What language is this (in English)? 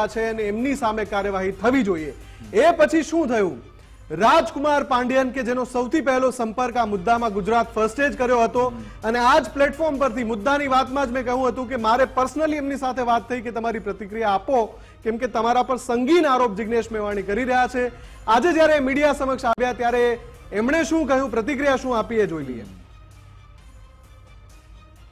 Gujarati